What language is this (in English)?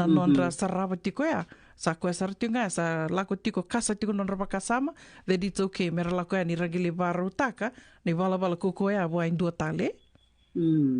Fijian